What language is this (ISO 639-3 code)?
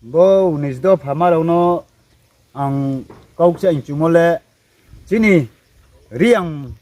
ria